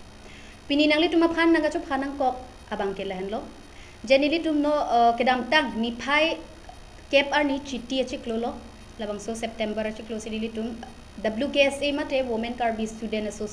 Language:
Karbi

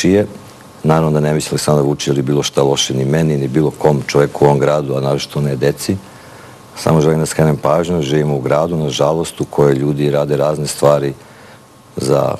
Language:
Serbian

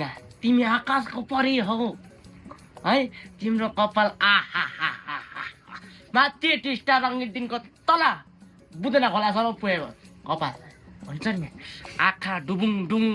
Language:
Nepali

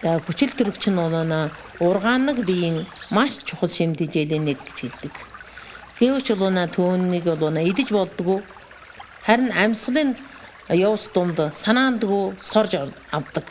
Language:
Mongolian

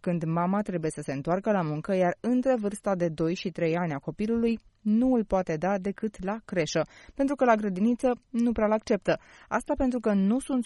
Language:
Romanian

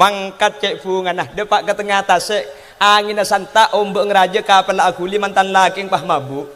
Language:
Madurese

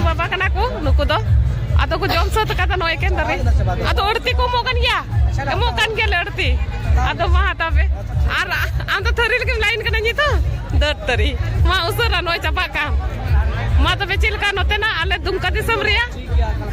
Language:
Santali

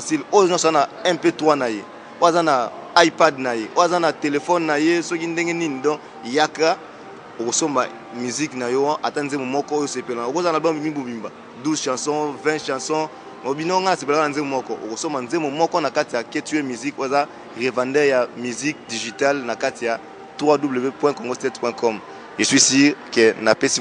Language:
Lingala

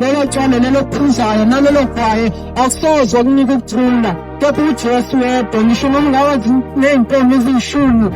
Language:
Zulu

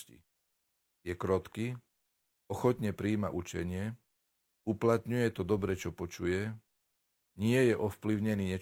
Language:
Slovak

